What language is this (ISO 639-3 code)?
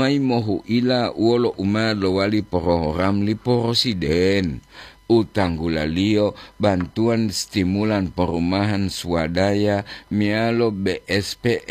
gor